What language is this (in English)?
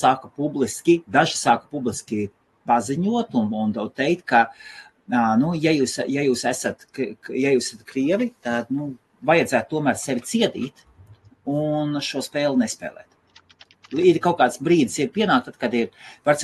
Latvian